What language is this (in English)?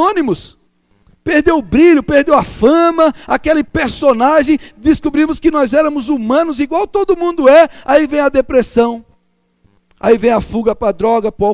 Portuguese